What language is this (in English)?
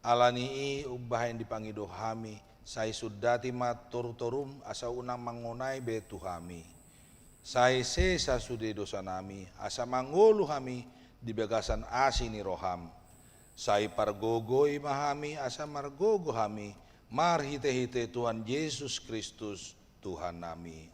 Batak Toba